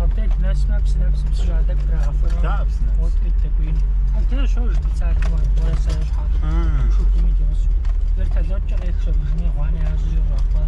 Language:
Kabardian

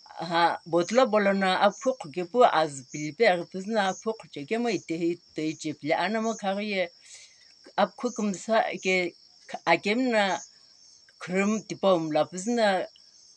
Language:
Sumi Naga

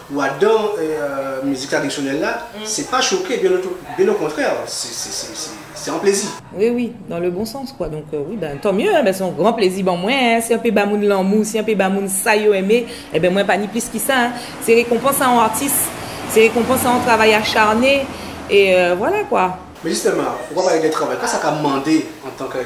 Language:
Guadeloupean Creole French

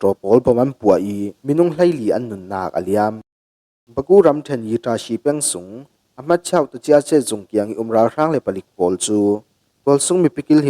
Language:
Falam Chin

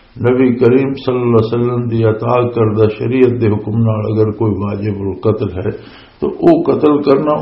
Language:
Western Panjabi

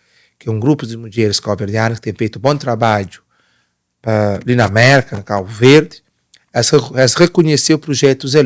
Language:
Kabuverdianu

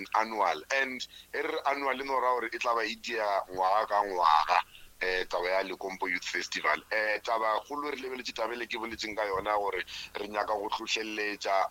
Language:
Northern Sotho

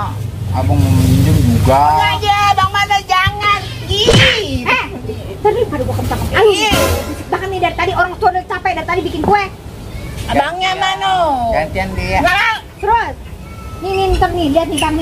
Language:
Betawi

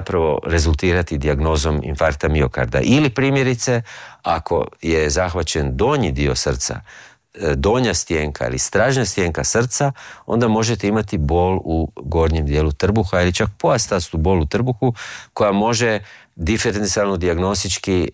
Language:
Croatian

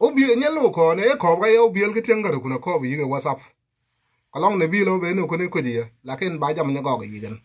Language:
Nuer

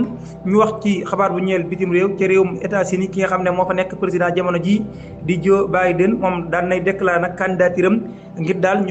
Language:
Wolof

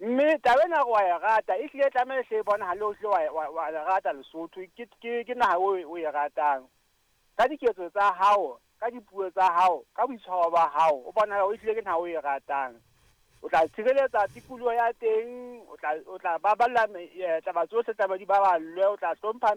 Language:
Southern Sotho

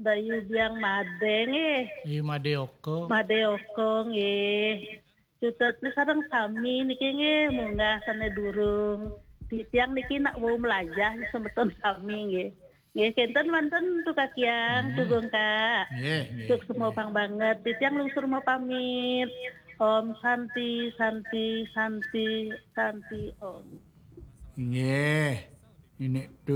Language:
Balinese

